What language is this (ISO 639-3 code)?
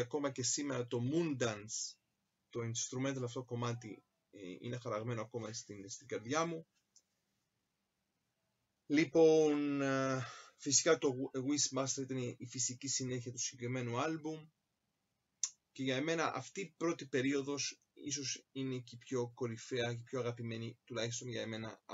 ell